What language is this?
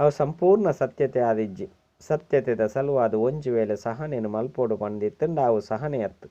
Tulu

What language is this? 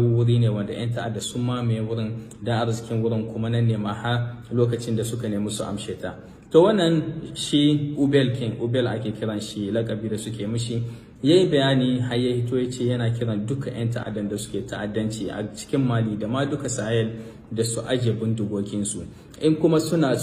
Hausa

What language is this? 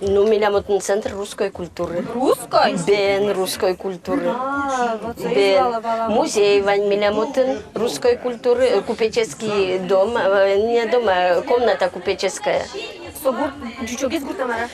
Udmurt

